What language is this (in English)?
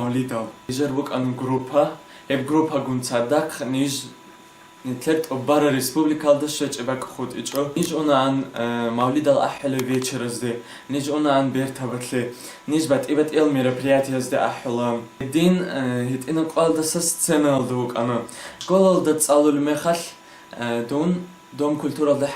Avaric